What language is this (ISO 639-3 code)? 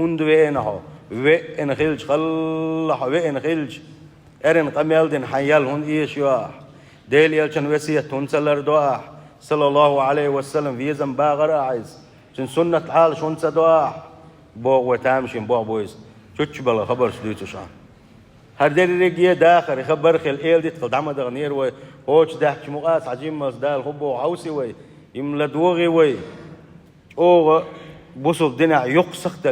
che